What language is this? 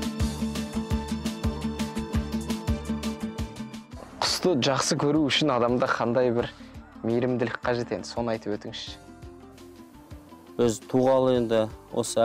Kazakh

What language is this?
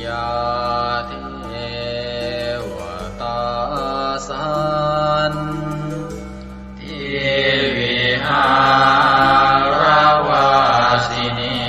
Pali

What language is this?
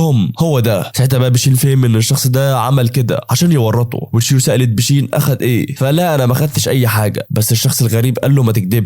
Egyptian Arabic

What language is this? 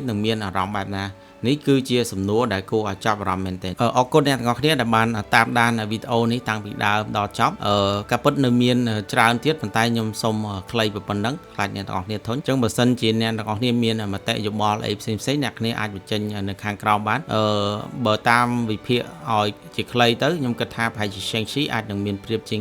Khmer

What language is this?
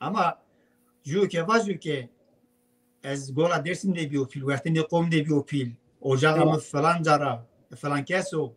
Zaza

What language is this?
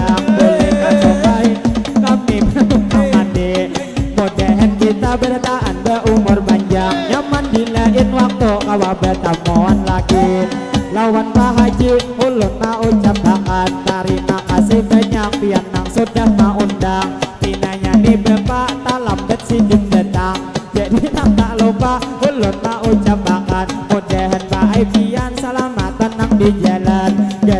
Banjar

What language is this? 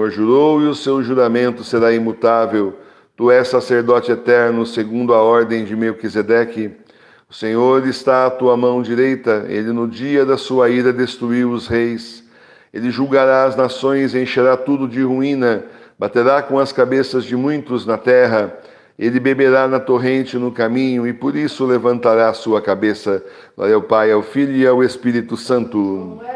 Portuguese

